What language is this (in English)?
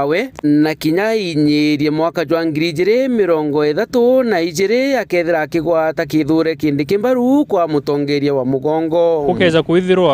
Meru